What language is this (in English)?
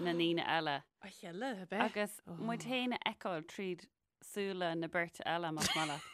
Irish